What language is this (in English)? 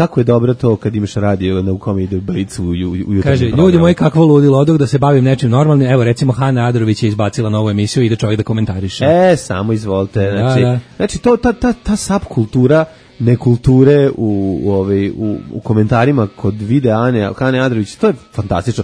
Serbian